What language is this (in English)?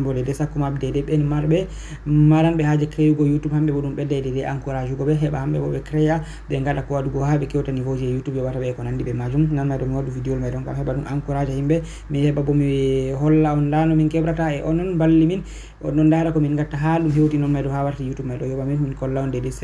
Fula